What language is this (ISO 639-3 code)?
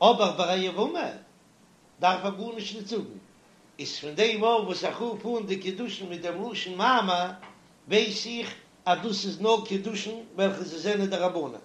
yid